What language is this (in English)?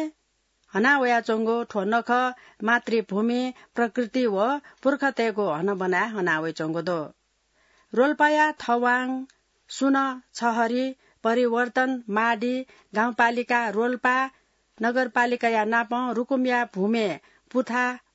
Newari